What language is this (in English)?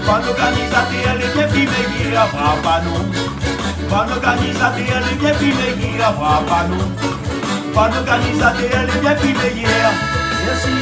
Réunion Creole French